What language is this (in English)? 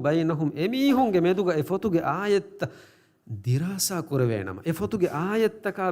Divehi